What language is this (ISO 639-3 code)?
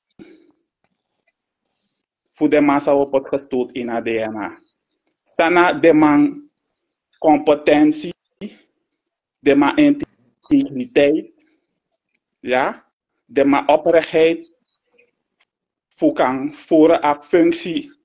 nld